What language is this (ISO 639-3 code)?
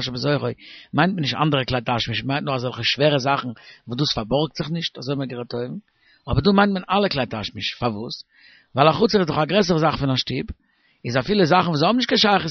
yid